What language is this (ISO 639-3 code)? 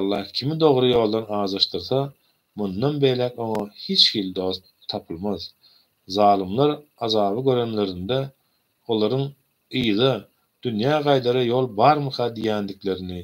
tuk